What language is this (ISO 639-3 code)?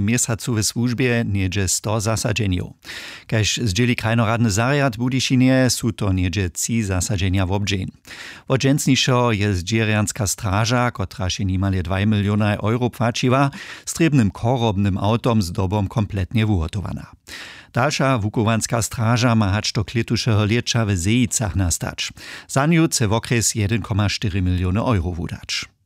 hsb